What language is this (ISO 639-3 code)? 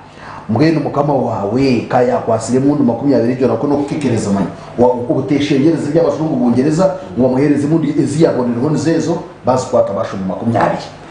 nyn